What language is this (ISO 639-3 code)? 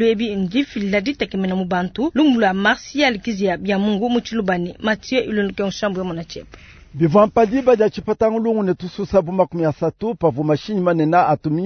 lua